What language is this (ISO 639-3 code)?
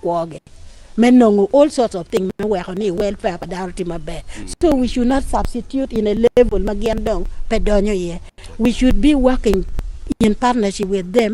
ach